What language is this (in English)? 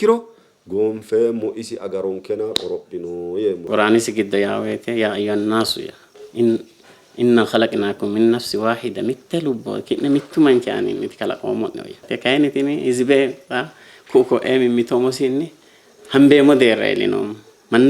Sidamo